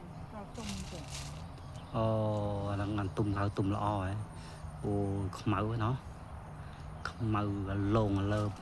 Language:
Khmer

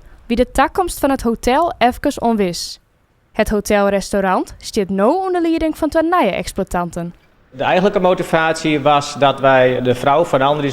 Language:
Western Frisian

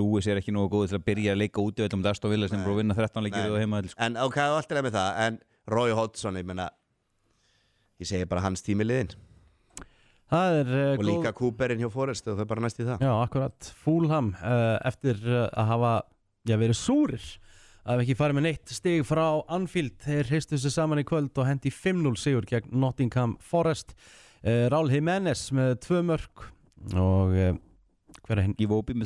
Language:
Icelandic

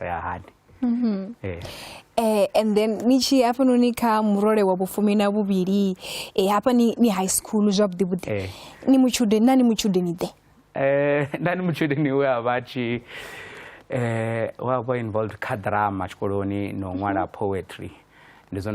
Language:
Venda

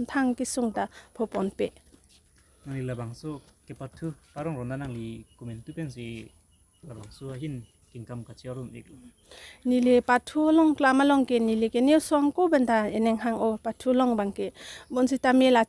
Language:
Karbi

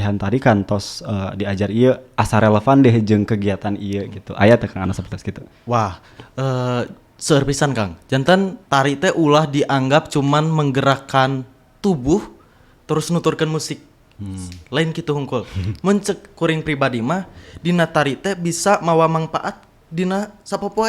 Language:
Sundanese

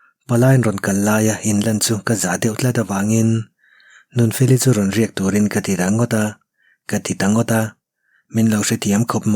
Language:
Mizo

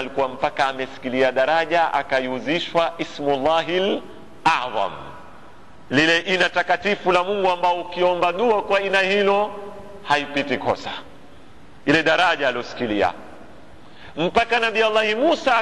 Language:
Swahili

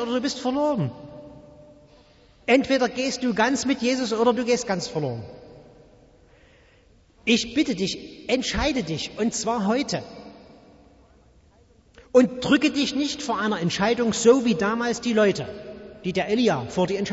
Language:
German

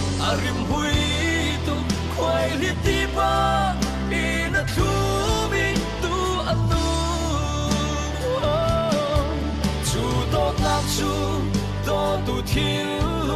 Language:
Falam Chin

